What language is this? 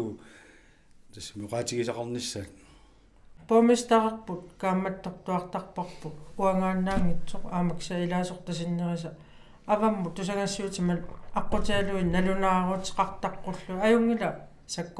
Kalaallisut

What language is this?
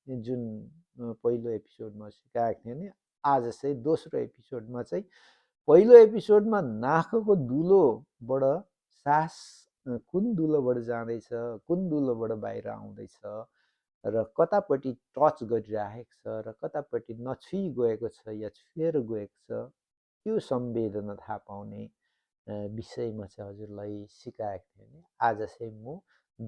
Nepali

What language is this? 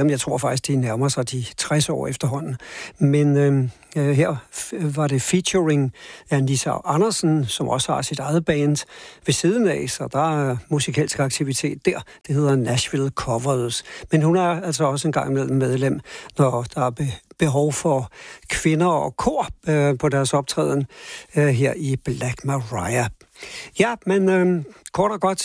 Danish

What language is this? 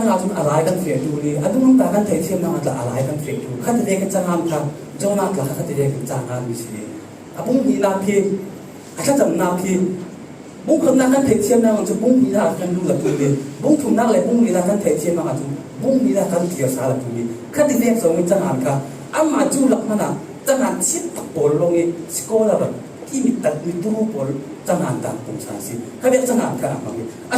Falam Chin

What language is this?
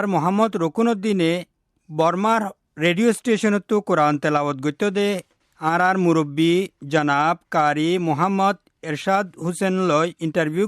Rohingya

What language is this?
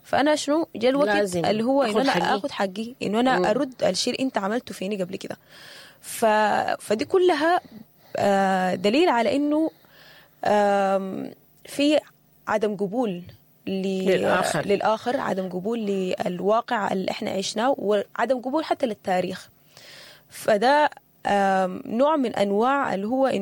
Sudanese Arabic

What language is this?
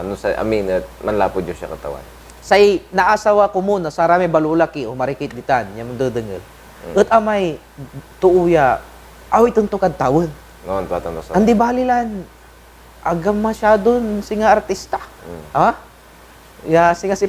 Pangasinan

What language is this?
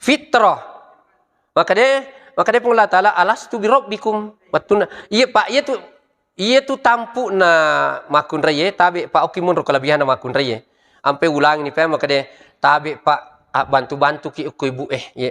Buginese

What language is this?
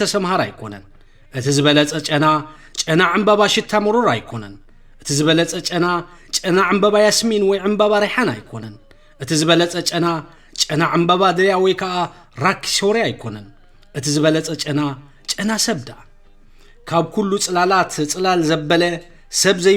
Tigrinya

